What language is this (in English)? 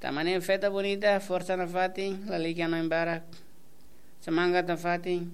Tetum